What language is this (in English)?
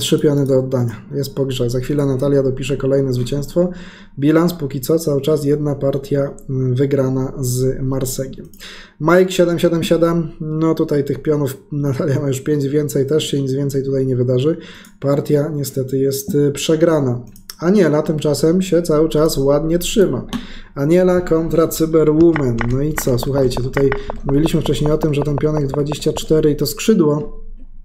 Polish